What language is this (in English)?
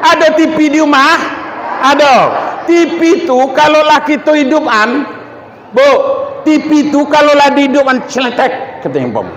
Minangkabau